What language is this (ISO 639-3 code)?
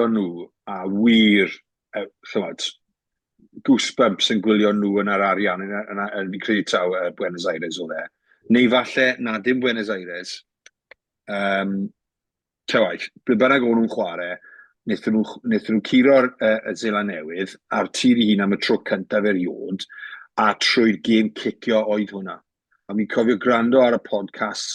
cym